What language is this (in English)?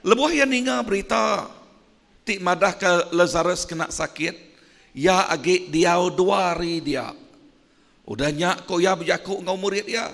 Iban